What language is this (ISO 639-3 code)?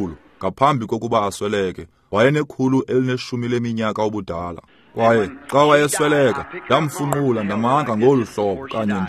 xho